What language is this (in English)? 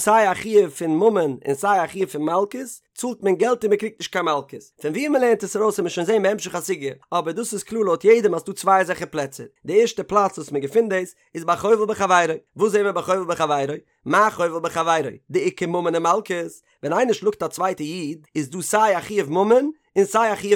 Yiddish